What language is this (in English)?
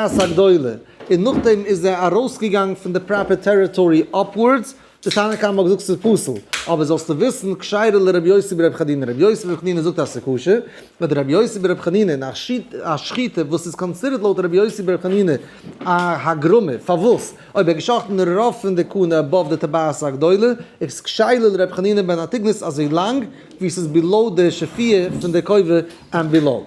Yiddish